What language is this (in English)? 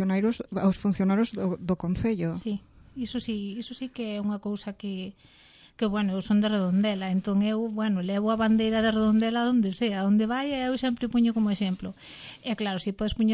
Galician